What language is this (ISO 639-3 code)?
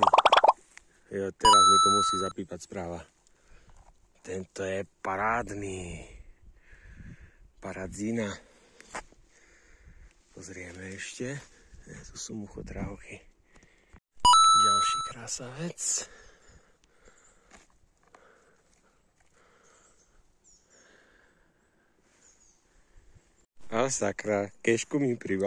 slk